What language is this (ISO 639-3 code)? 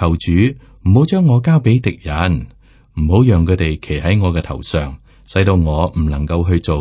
yue